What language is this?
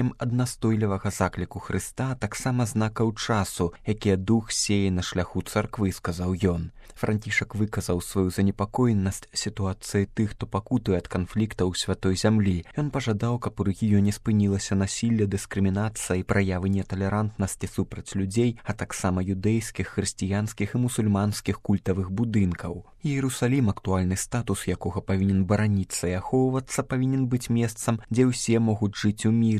Belarusian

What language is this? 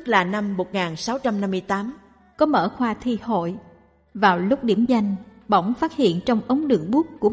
Vietnamese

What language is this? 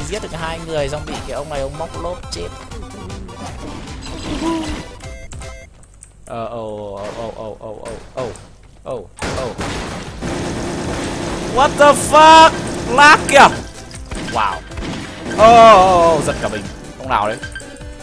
Vietnamese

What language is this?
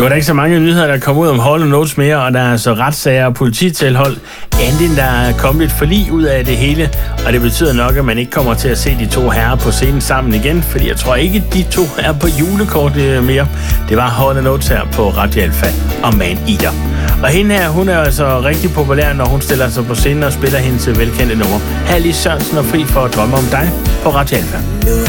Danish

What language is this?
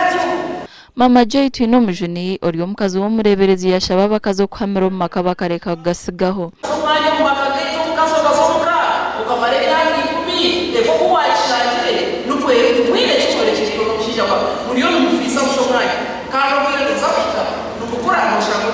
Nyankole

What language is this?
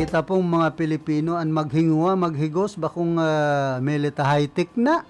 Bikol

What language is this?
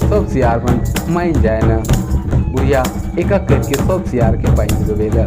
Sadri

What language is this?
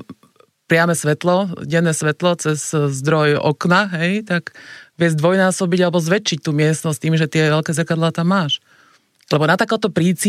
Slovak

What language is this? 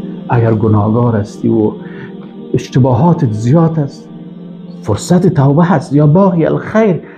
Persian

